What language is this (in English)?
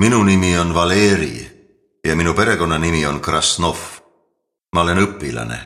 Estonian